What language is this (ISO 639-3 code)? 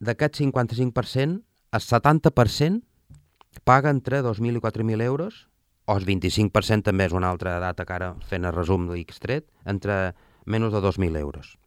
cat